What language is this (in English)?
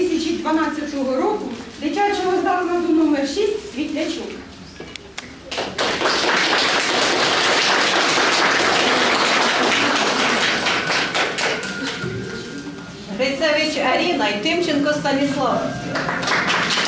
Ukrainian